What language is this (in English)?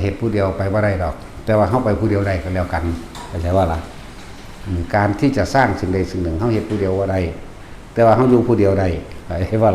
Lao